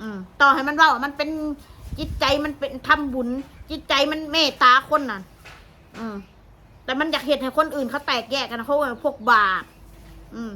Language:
Northeastern Thai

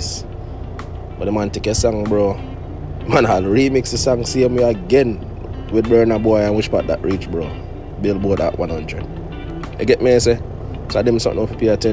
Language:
Jamaican Creole English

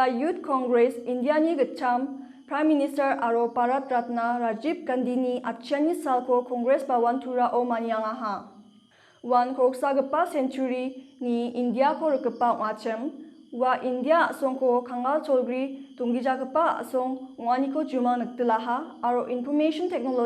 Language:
Garo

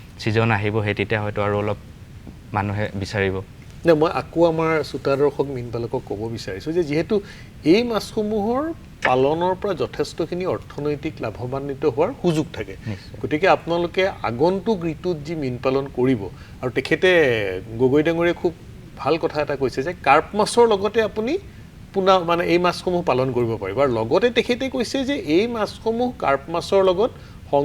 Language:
Assamese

